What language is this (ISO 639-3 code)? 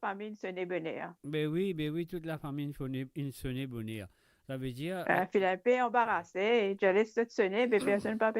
mfe